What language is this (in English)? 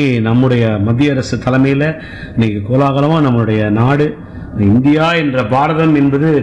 Tamil